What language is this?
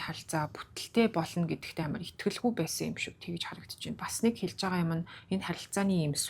Mongolian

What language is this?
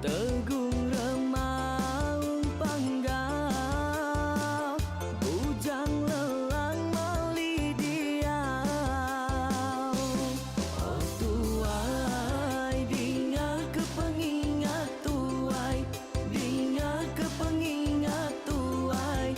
Iban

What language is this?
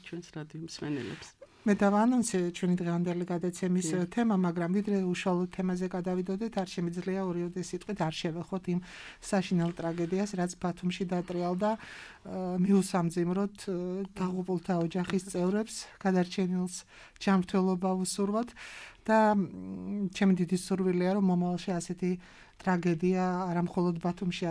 Georgian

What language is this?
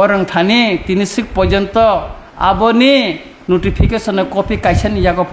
Kok Borok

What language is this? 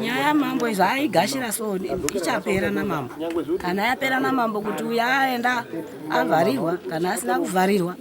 Shona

